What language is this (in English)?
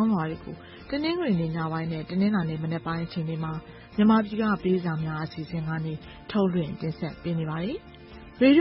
Burmese